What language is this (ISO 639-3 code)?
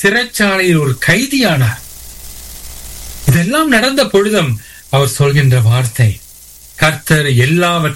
tam